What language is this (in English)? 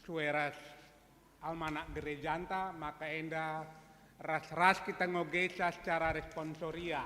Batak Karo